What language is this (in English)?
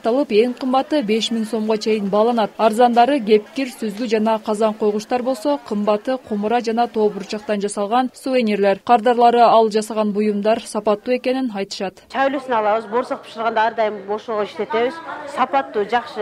Kyrgyz